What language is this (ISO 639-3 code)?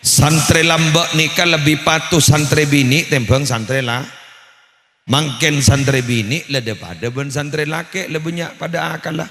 mad